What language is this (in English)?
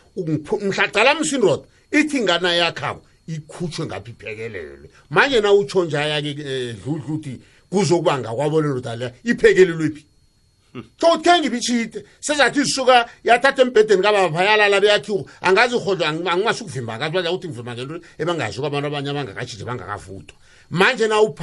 South Ndebele